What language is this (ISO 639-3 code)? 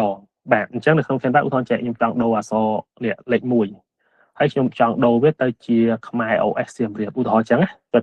khm